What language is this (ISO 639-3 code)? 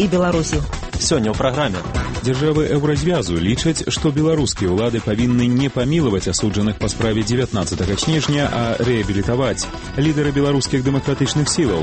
bel